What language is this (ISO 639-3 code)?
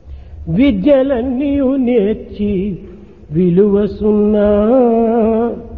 tel